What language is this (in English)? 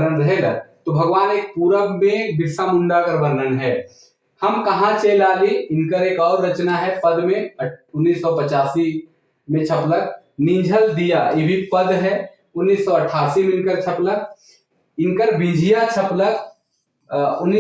Sadri